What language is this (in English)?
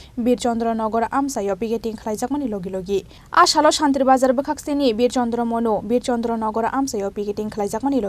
Kok Borok